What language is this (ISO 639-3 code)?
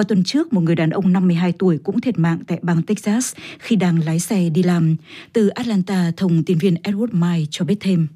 vie